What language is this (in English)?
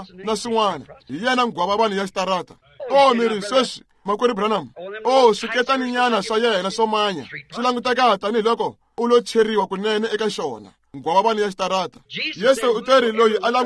Tsonga